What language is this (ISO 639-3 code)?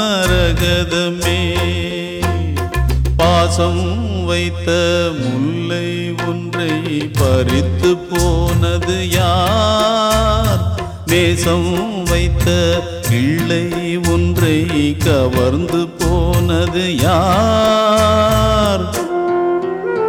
tam